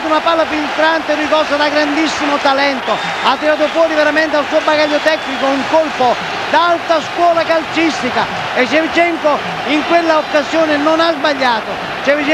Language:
Italian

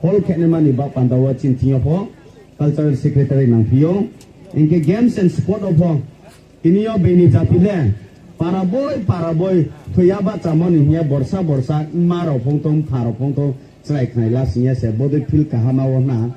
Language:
Riang (India)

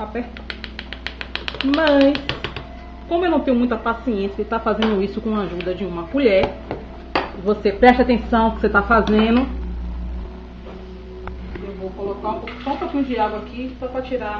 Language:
Portuguese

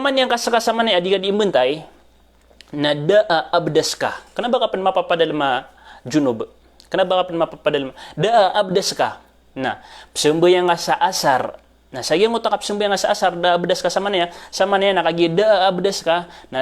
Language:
Maranao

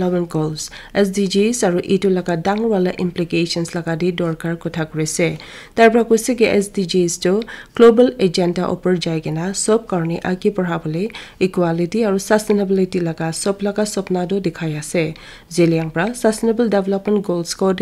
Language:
Naga Pidgin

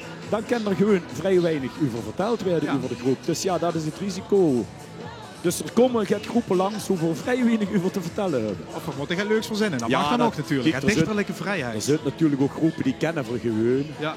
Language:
Limburgish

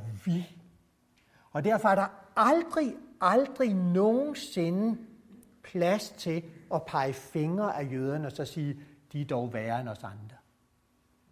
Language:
Danish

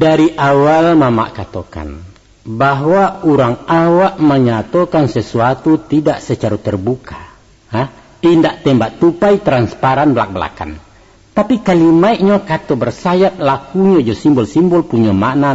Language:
Minangkabau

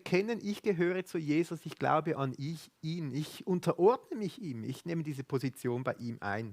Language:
Swiss German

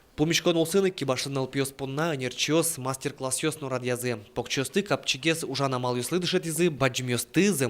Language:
Udmurt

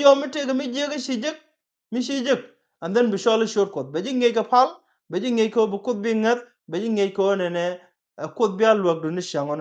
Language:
Nuer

